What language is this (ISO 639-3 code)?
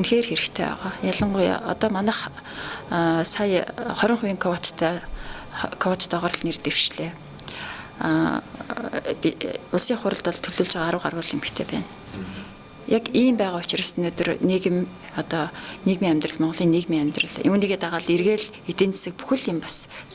mon